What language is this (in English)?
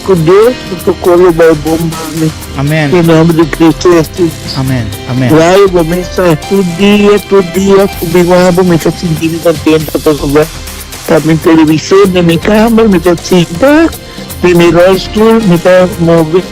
Papiamento